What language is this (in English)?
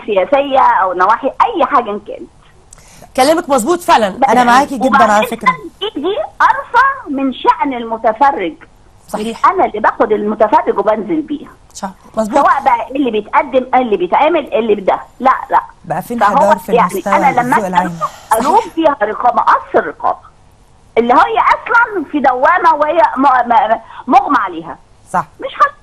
Egyptian Arabic